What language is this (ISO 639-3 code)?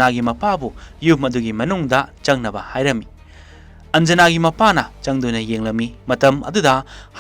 mni